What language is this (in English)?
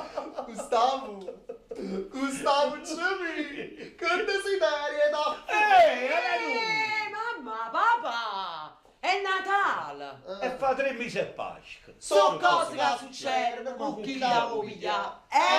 Neapolitan